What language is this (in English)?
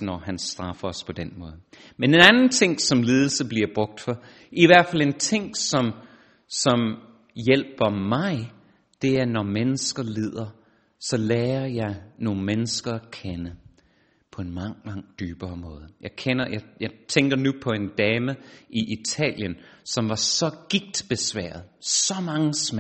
Danish